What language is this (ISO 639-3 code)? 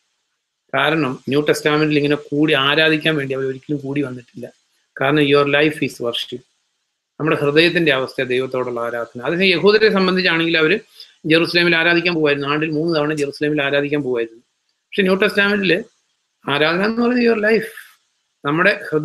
mal